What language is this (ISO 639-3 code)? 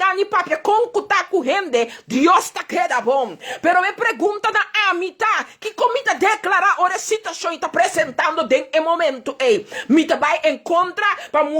pap